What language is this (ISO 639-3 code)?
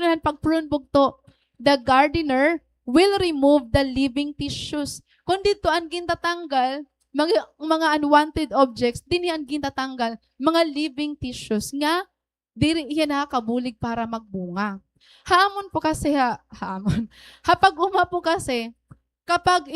war